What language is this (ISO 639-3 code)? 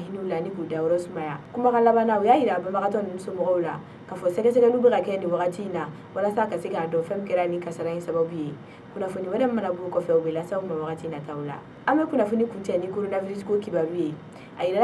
bam